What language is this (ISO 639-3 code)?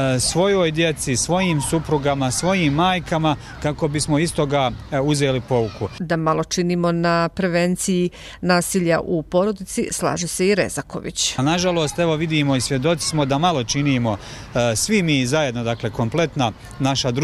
bos